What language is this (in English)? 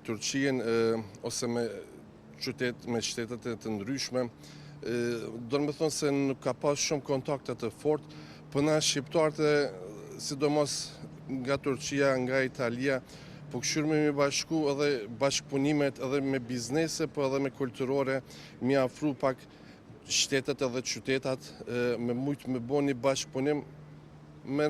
Albanian